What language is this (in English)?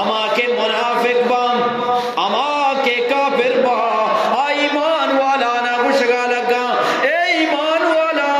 Eastern Balochi